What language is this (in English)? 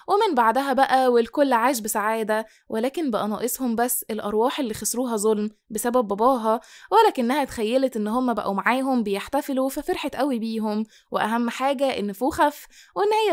Egyptian Arabic